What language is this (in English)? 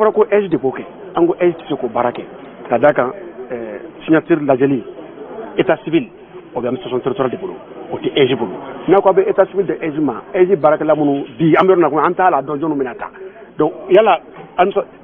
Bambara